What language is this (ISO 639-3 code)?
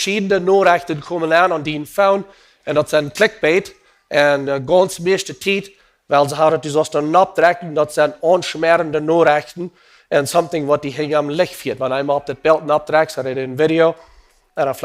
pdt